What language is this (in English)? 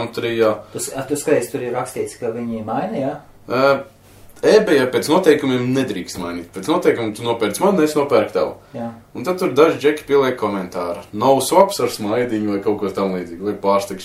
Latvian